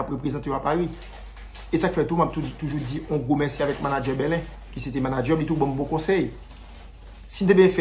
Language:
Haitian Creole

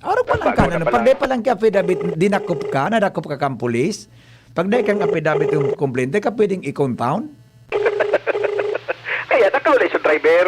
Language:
Bikol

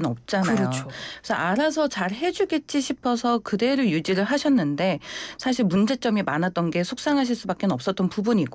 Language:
Korean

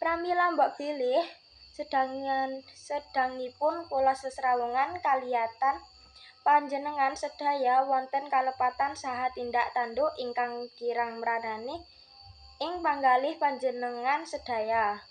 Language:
Javanese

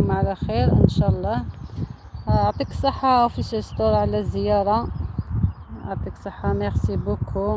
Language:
Algerian Arabic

